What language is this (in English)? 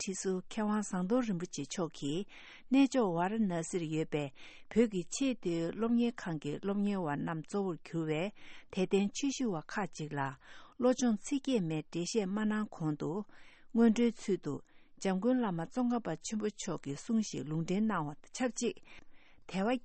Tibetan